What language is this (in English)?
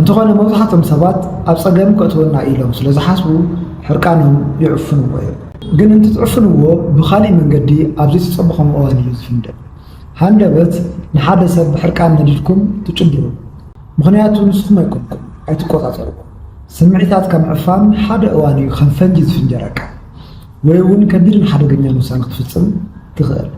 Tigrinya